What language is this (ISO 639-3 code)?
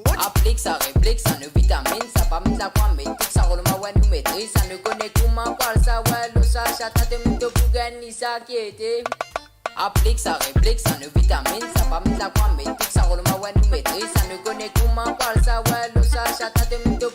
mfe